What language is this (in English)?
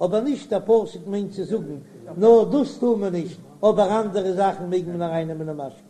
Yiddish